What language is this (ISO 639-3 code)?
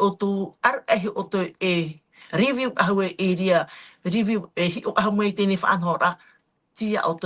tah